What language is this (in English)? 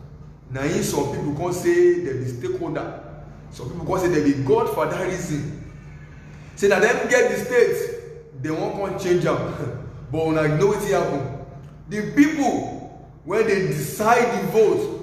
Nigerian Pidgin